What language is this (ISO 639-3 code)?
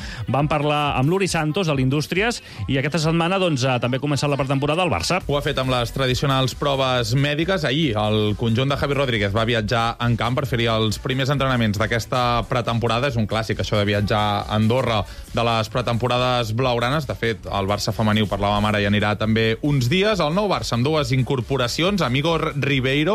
cat